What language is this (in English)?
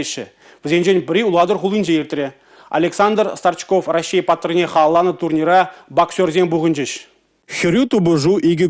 Chuvash